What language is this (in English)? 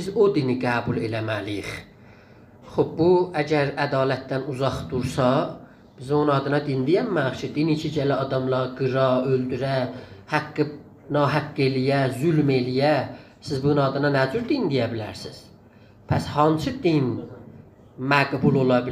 South Azerbaijani